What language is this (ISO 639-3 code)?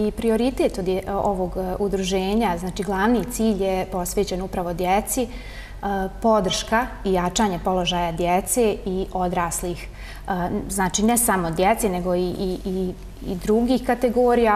bos